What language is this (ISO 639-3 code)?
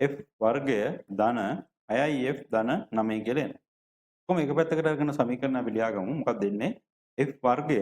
sin